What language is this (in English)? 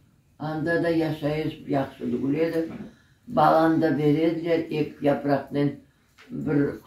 Crimean Tatar